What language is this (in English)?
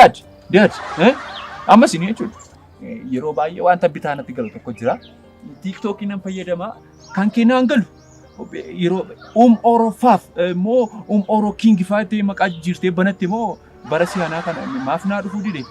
Oromo